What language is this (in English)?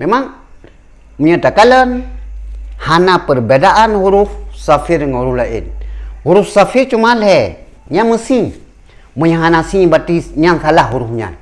Achinese